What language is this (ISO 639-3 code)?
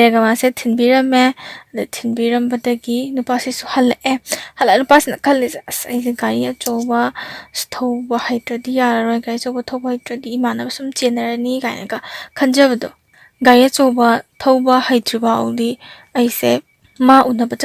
mni